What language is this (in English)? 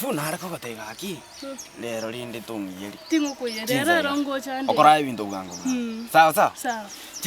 Gusii